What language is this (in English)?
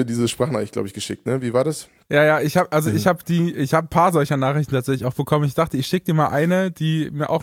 German